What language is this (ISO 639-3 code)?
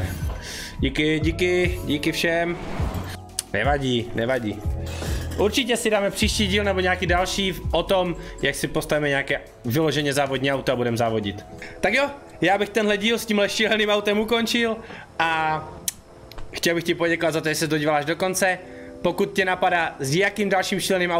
ces